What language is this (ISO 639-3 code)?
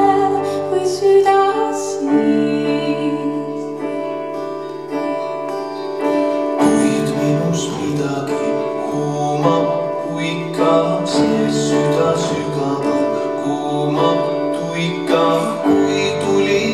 est